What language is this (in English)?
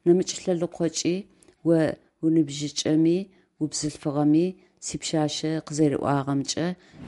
Adyghe